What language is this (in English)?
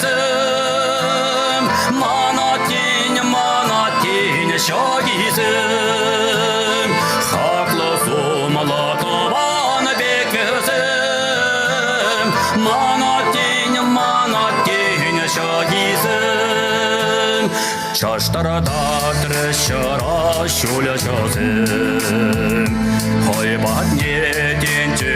Chuvash